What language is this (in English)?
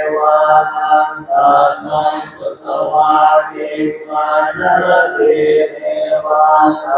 Pali